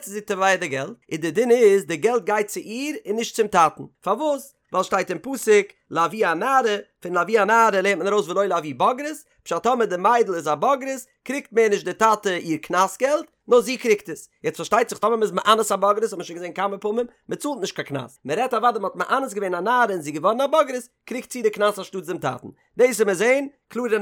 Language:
Yiddish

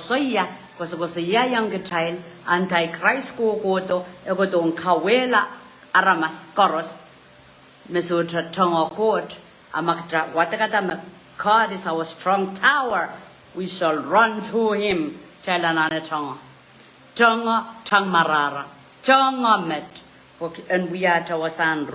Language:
Pohnpeian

